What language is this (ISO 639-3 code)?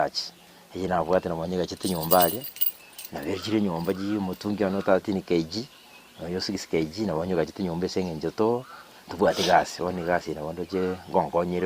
guz